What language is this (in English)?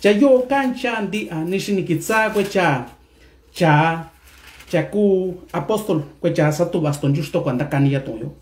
Mixtepec Mixtec